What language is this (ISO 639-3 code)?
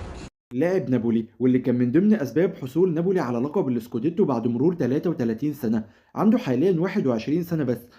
arz